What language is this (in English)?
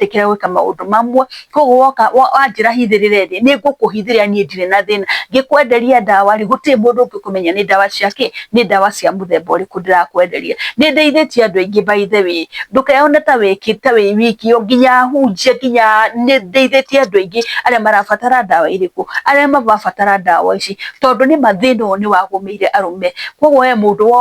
Kikuyu